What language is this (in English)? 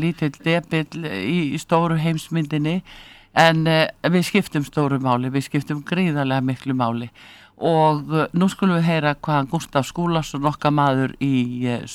Icelandic